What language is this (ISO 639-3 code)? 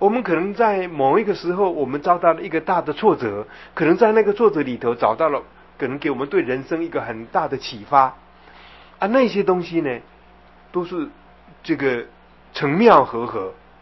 zho